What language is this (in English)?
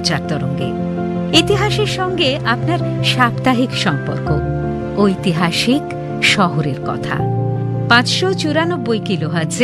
Bangla